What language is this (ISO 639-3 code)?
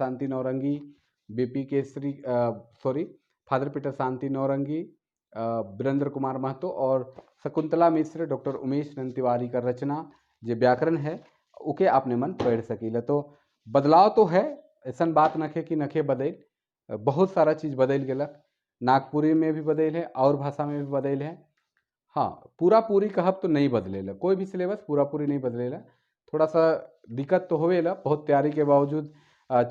sck